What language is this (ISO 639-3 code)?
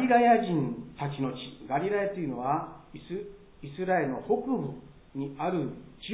jpn